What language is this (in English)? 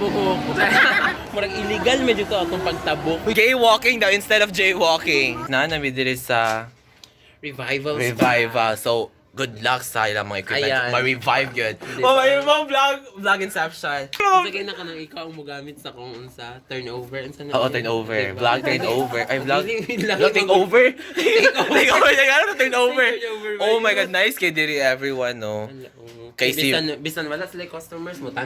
Cebuano